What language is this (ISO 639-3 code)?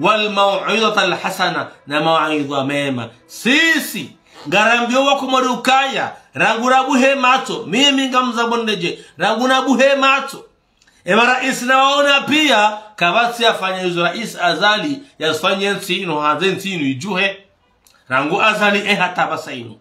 zdj